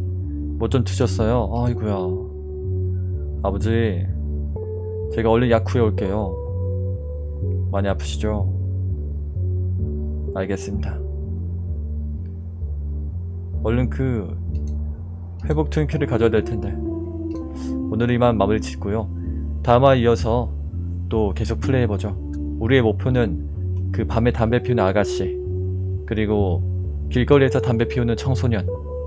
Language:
Korean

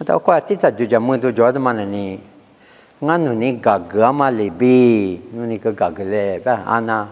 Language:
Lisu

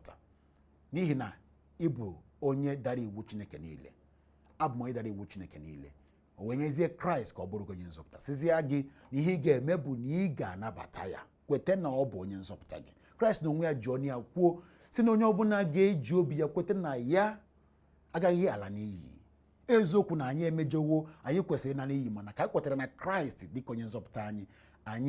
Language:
Igbo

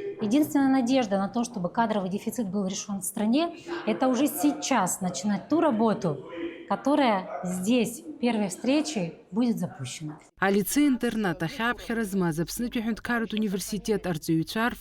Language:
Abkhazian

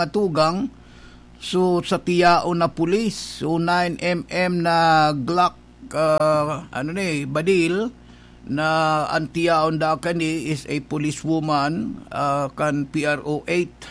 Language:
Bikol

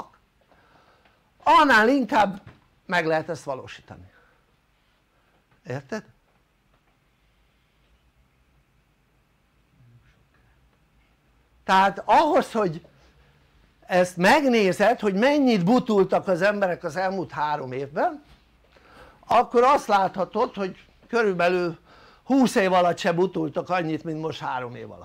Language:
Hungarian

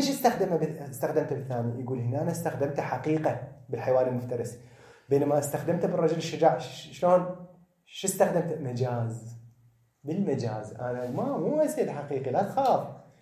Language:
Mesopotamian Arabic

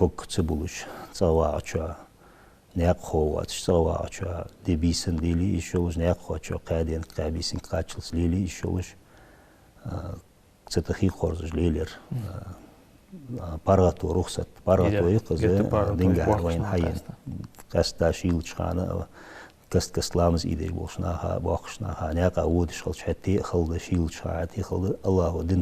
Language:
Ingush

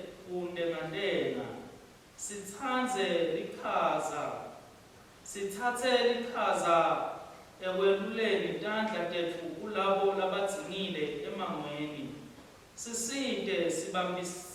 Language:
Swati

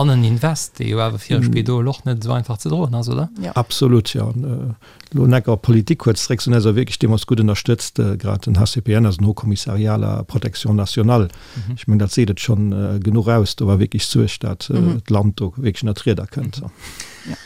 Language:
Luxembourgish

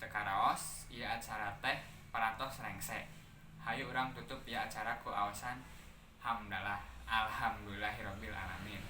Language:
Sundanese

